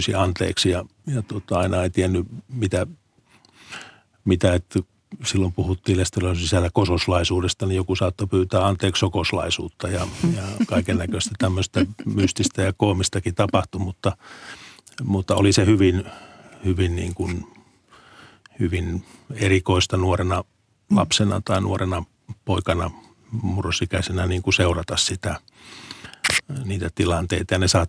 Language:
Finnish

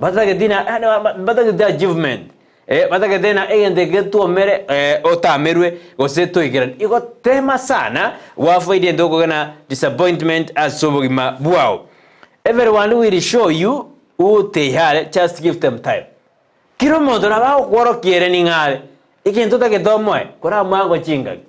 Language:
Gusii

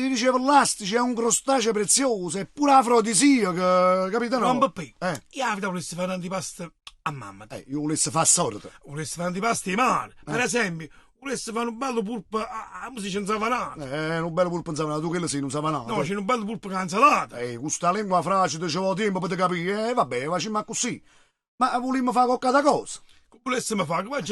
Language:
Neapolitan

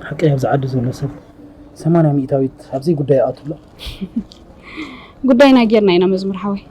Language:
Tigrinya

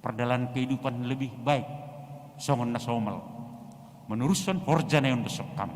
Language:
Batak Simalungun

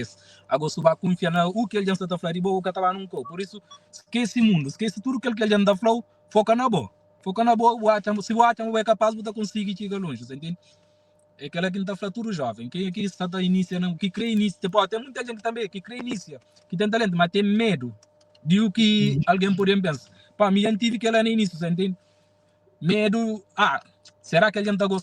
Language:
Kabuverdianu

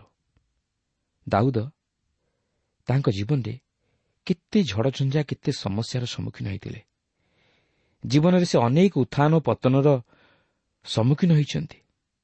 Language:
Odia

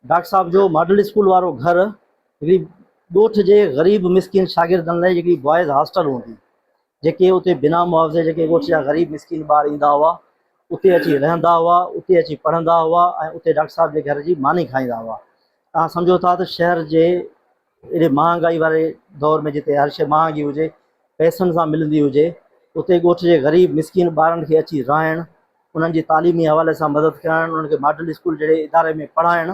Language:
Sindhi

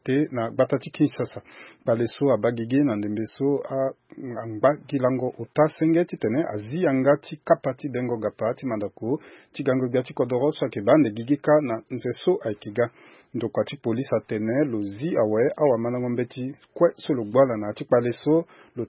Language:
Sango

